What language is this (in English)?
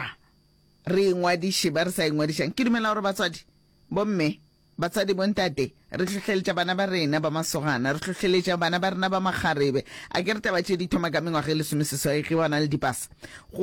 Northern Sotho